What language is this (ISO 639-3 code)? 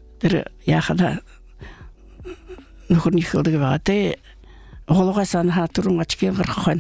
bua